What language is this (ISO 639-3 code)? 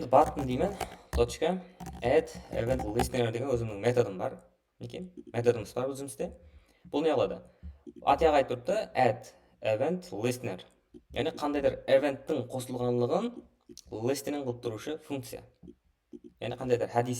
kaa